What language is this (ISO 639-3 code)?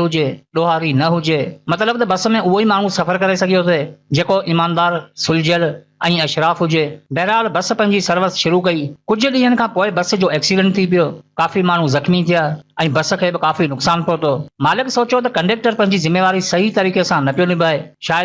snd